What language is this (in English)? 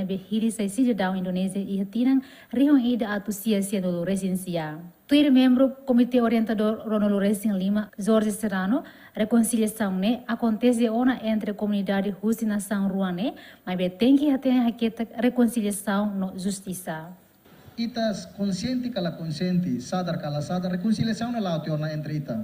Tetum